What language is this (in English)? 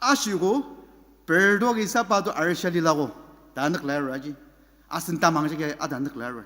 Ao Naga